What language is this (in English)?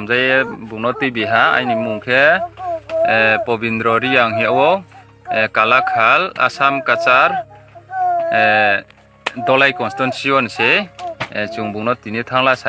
Riang (India)